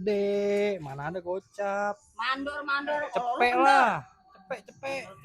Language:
Betawi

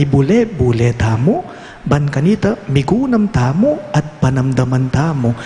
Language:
Pampanga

